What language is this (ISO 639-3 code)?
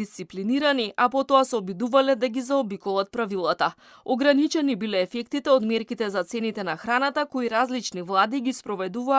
mkd